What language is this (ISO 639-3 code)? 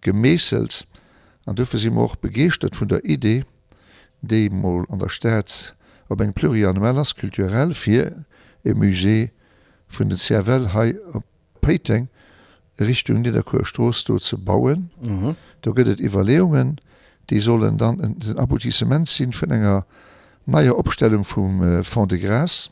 ltz